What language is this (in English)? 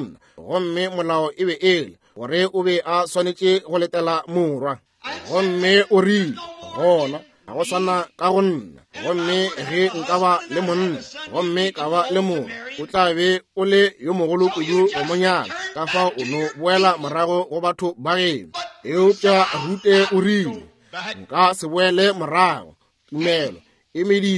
Northern Sotho